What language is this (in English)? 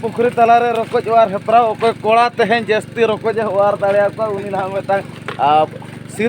Santali